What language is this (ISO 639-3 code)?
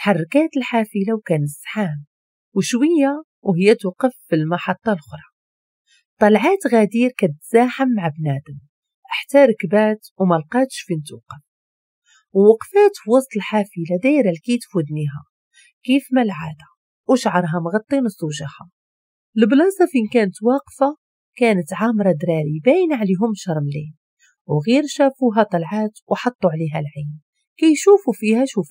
ary